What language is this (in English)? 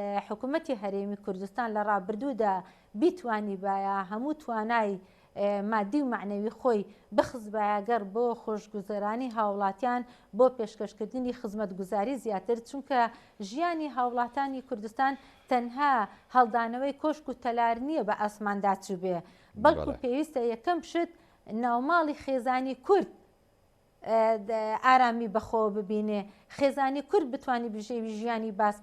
Central Kurdish